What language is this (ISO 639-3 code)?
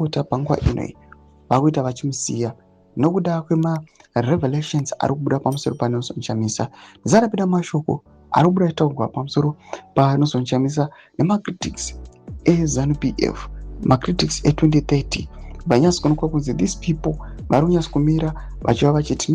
sna